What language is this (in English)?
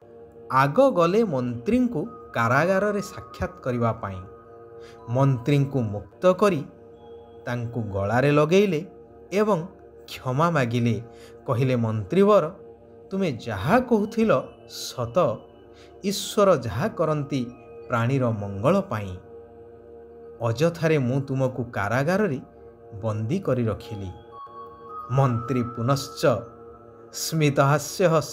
Odia